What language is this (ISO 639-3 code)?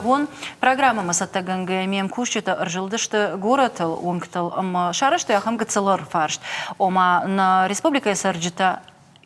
oss